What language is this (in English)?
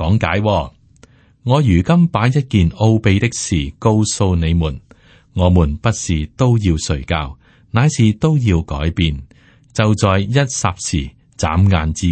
Cantonese